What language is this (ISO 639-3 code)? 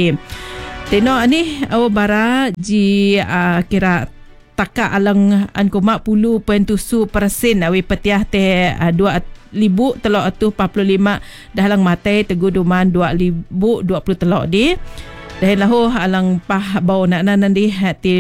iba